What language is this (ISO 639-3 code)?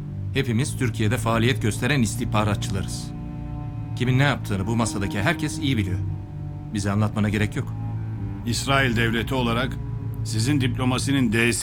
tur